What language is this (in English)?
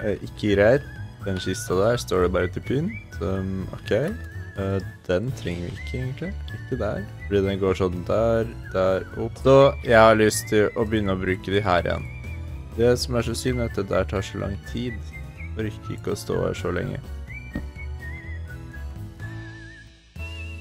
Norwegian